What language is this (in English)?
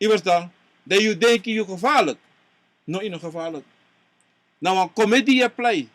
Sranan Tongo